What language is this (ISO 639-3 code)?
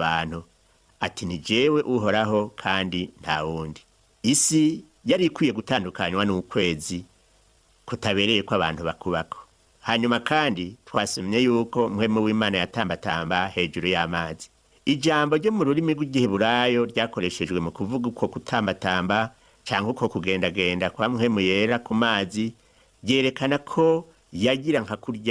run